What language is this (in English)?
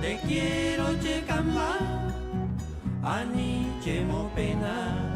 Guarani